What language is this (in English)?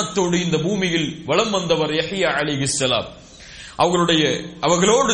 Tamil